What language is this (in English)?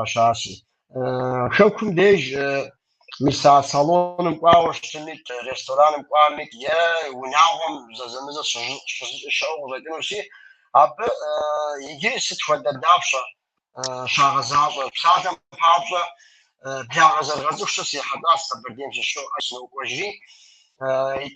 Kabardian